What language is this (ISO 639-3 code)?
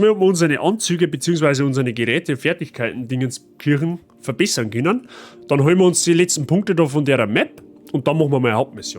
bar